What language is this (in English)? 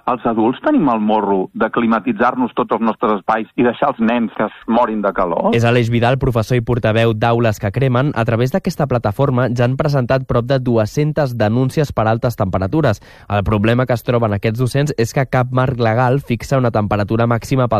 Catalan